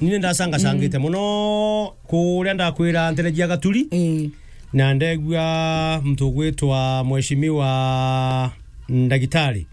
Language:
Meru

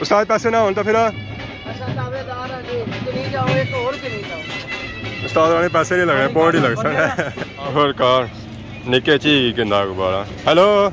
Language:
Pahari-Potwari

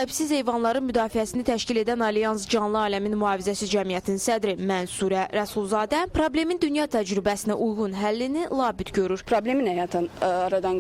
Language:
Azerbaijani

